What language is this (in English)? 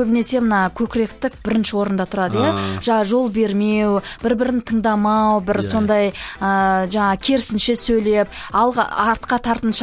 Kazakh